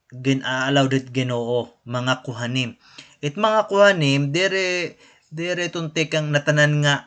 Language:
Waray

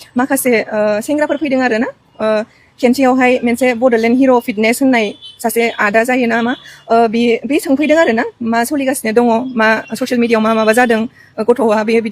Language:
Bodo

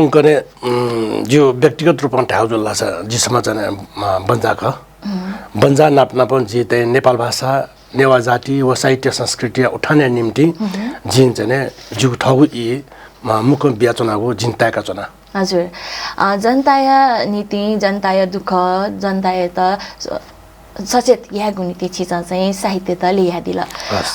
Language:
Newari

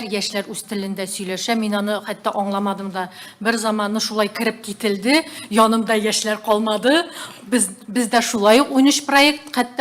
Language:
Tatar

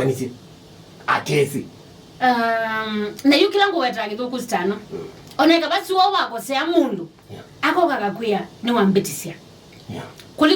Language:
Kamba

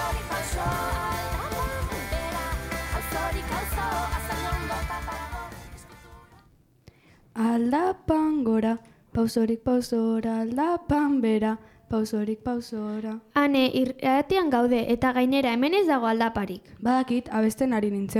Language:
Basque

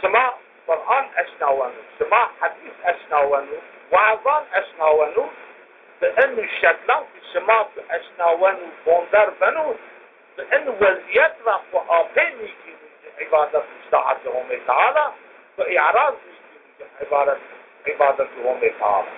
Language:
Zaza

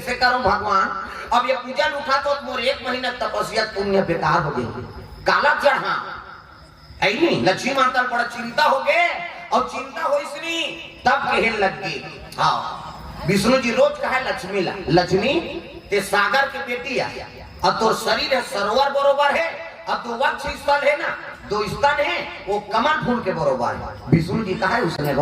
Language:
Chhattisgarhi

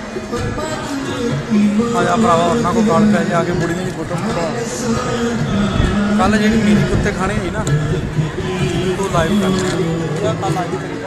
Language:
Punjabi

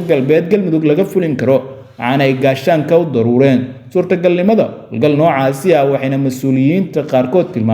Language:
Somali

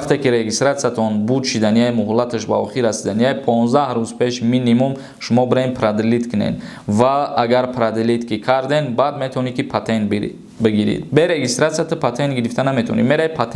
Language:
Tajik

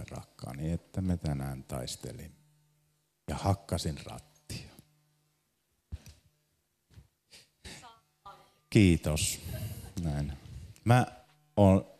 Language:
Finnish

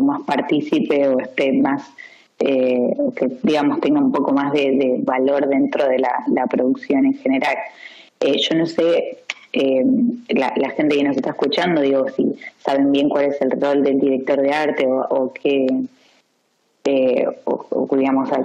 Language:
Spanish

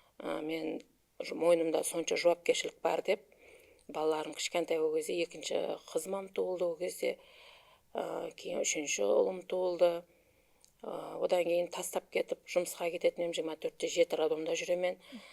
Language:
Kara-Kalpak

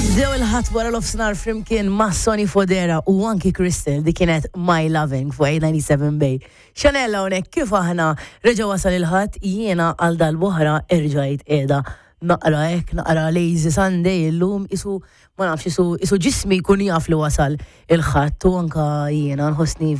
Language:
Maltese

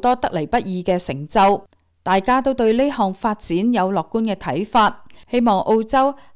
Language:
Cantonese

